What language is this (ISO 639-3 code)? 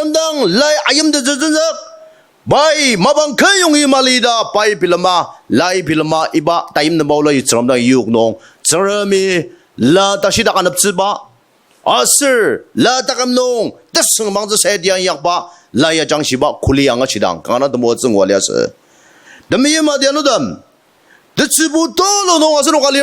njo